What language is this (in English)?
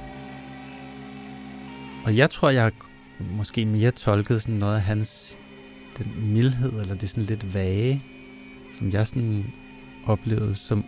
Danish